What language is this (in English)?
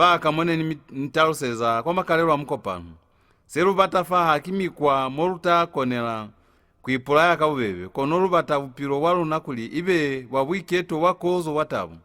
Lozi